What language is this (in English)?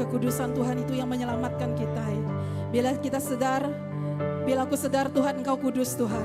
Iban